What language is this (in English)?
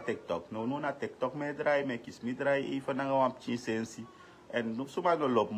Sranan Tongo